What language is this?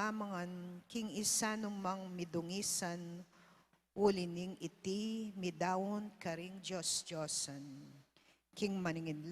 Pampanga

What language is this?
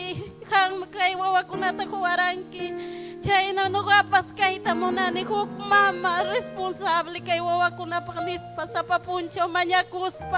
Ayacucho Quechua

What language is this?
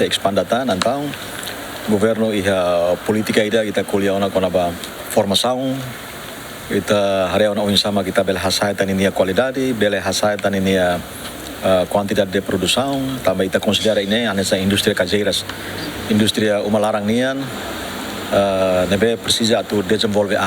Tetum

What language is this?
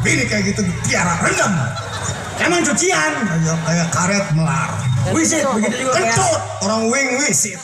Betawi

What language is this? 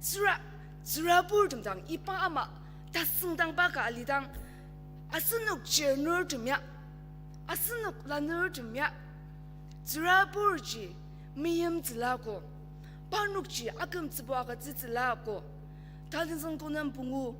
Ao Naga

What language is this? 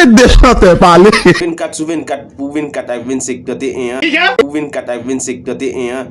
Haitian Creole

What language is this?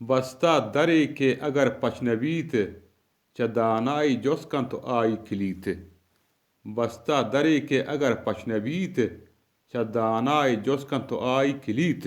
Eastern Balochi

